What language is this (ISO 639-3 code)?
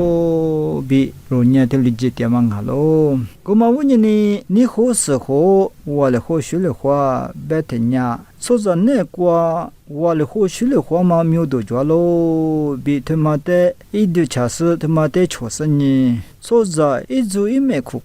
lis